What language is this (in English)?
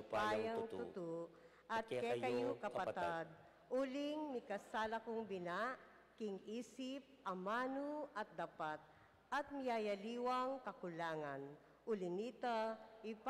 Pampanga